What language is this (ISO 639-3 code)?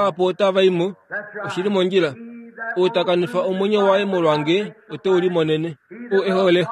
kua